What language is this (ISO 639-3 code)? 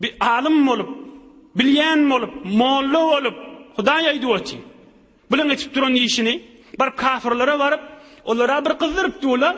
tuk